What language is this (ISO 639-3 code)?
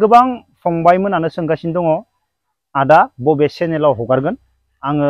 brx